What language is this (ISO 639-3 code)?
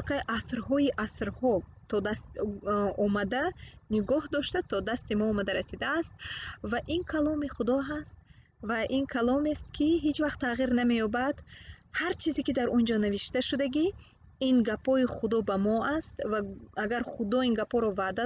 tgk